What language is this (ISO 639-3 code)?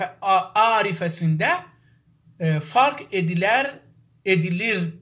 azb